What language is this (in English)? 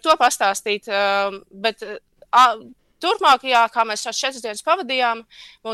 Latvian